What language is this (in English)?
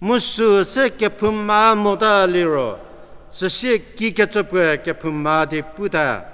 Angami Naga